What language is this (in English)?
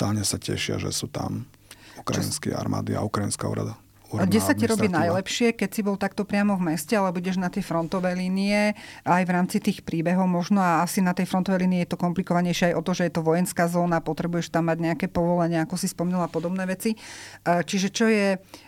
Slovak